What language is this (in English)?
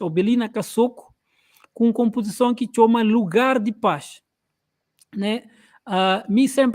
Kabuverdianu